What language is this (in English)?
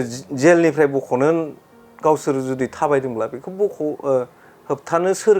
Bodo